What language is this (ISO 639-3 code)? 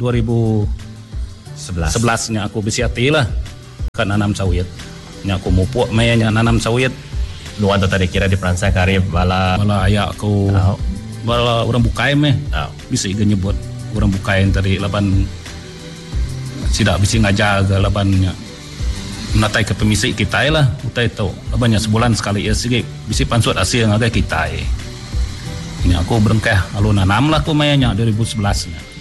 iba